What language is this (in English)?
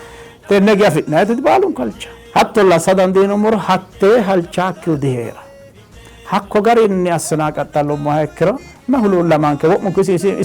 Sidamo